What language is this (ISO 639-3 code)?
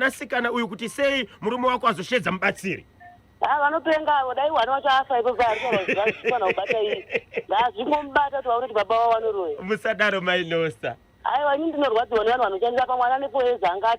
sna